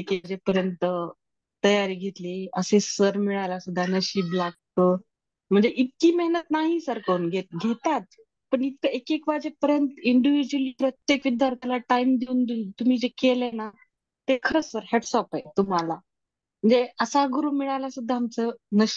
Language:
Marathi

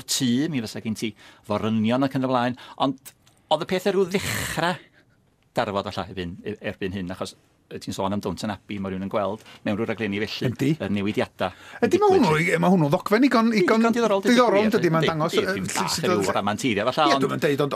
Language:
Welsh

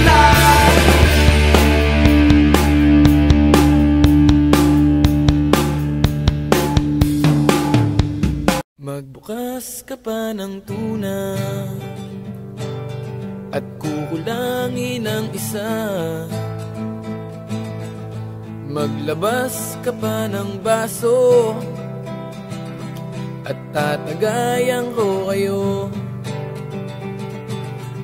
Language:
Filipino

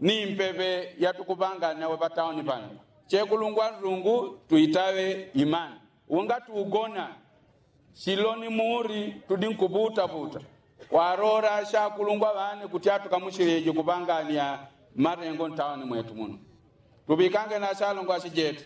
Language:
Yao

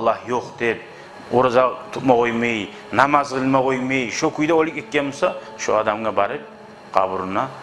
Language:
Kumyk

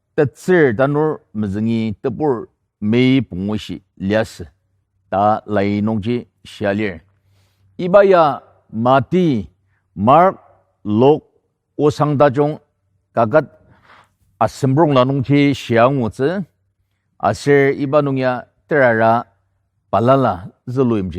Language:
Ao Naga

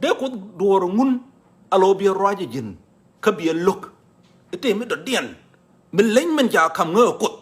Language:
Nuer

